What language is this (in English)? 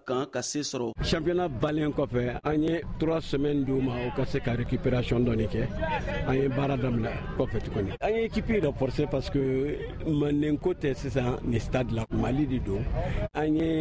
Bambara